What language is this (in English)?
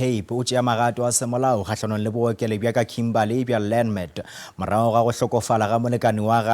Northern Sotho